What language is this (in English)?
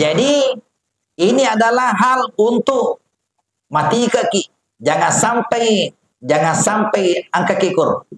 Buginese